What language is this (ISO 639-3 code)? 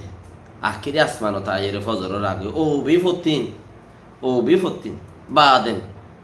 rhg